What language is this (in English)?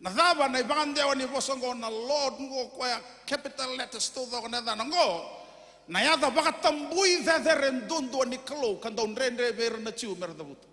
Fijian